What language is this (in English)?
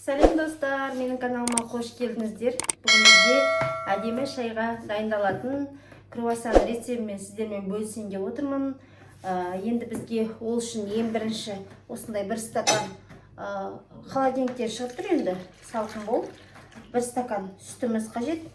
Kazakh